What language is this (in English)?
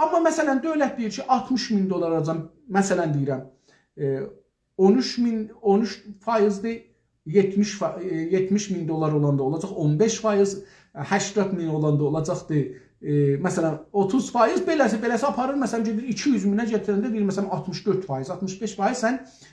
South Azerbaijani